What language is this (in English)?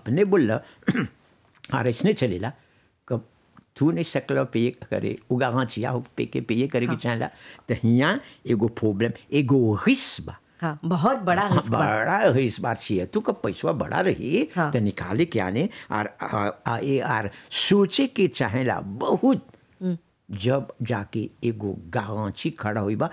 Bhojpuri